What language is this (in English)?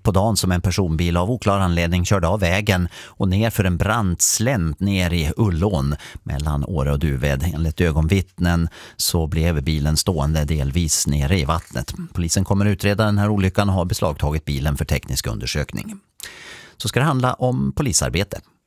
Swedish